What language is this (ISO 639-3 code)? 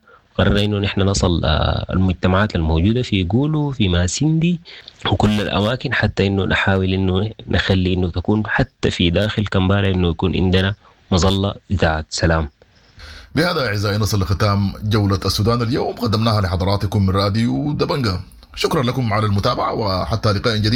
apd